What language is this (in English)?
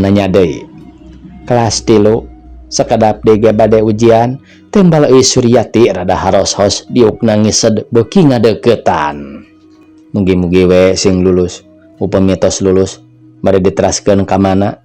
Sundanese